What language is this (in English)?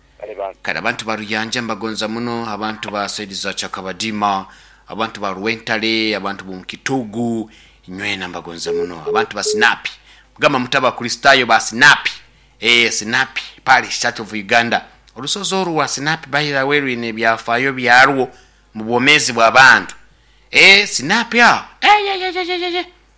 Nyoro